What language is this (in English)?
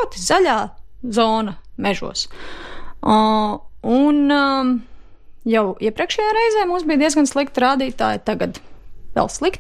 Latvian